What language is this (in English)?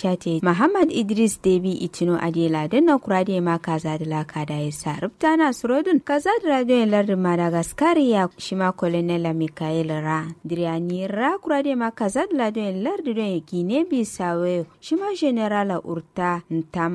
Kanuri